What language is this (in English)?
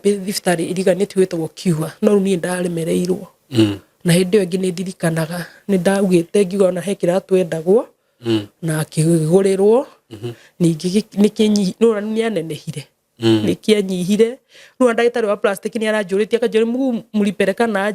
Kikuyu